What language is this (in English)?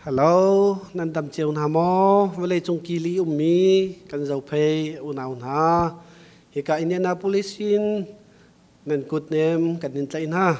Hakha Chin